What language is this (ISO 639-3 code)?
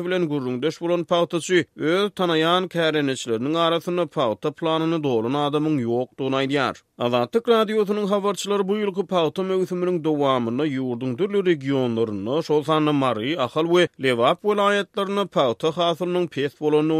tuk